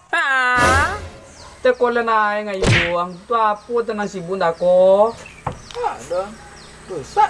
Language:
Minangkabau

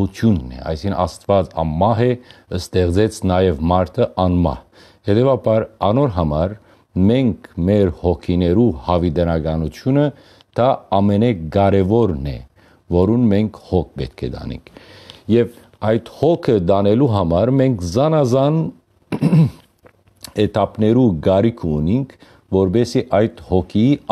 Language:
Western Armenian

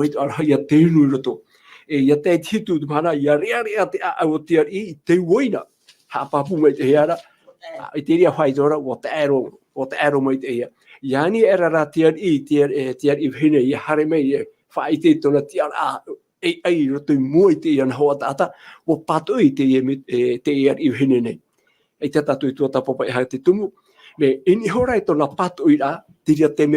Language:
Tahitian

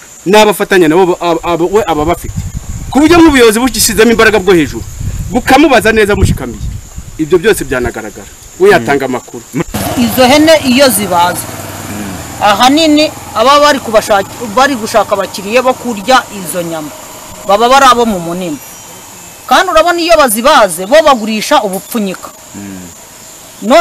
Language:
Kinyarwanda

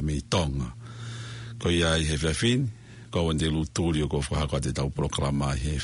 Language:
Tongan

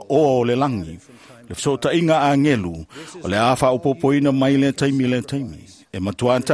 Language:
Samoan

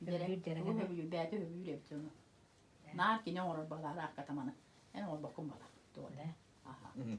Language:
Yakut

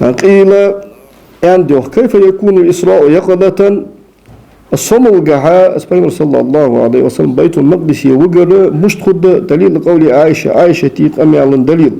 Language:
Ingush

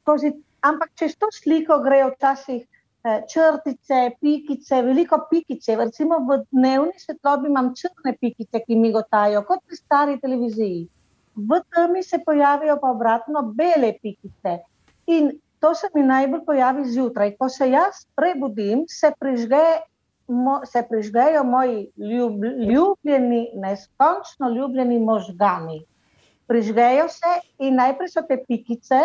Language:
Slovenian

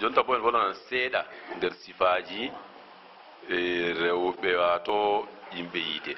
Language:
Fula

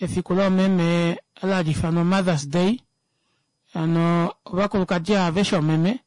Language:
Kuanyama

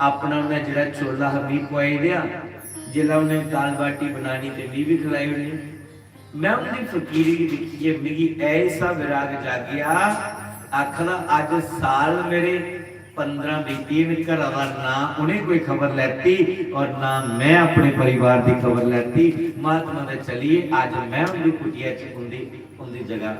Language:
Dogri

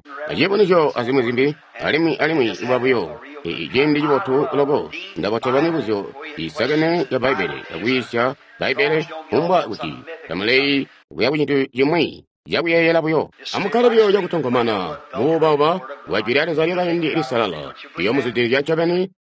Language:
Tonga (Zambia)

